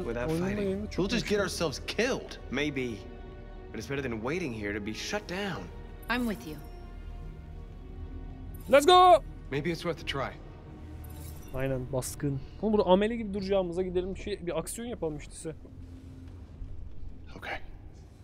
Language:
Turkish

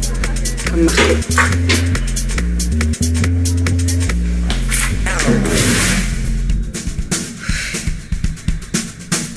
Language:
French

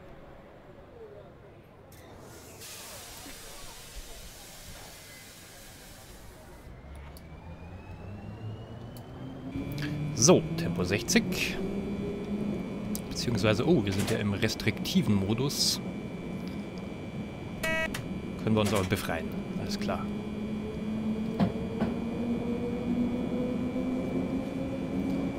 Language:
German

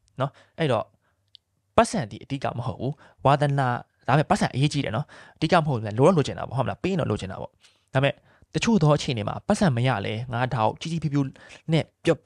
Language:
Burmese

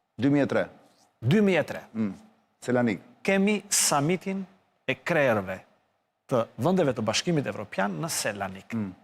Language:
Albanian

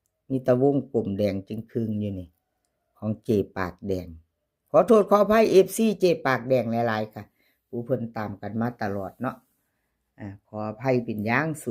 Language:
Lao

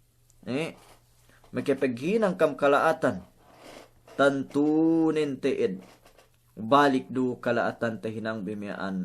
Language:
Yakan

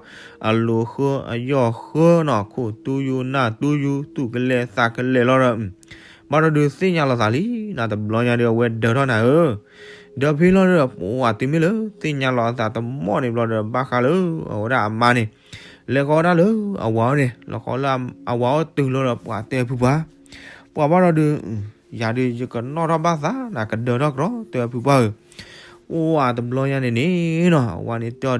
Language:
S'gaw Karen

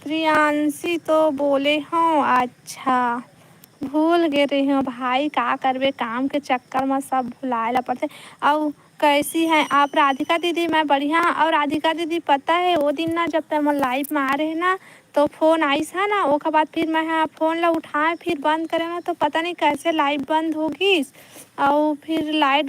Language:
Chhattisgarhi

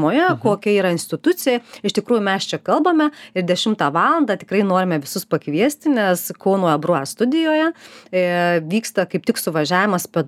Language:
Lithuanian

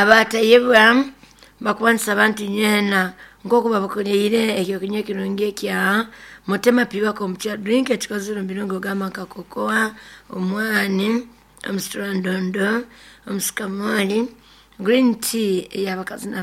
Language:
Nyoro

